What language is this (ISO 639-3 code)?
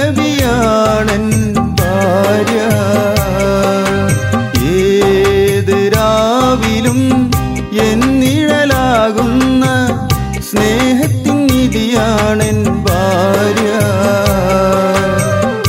mal